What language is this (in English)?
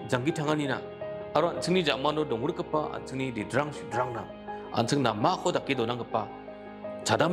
Garo